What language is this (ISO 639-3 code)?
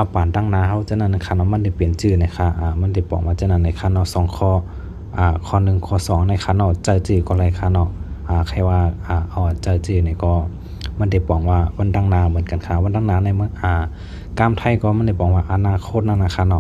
shn